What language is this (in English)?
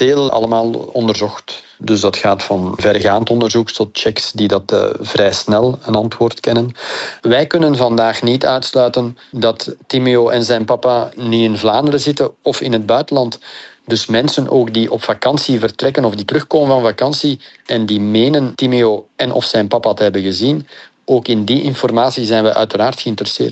Dutch